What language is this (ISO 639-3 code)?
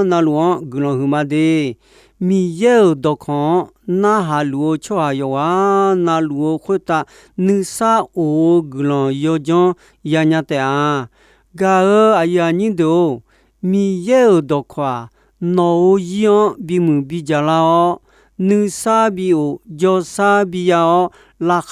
ahk